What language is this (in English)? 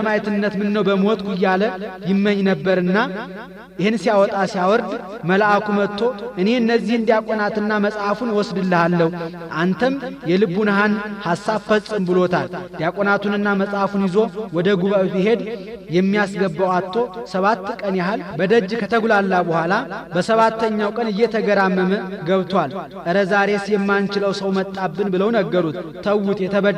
Amharic